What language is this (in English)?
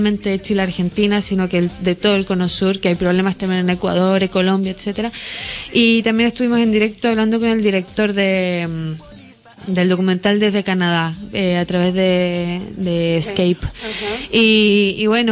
Spanish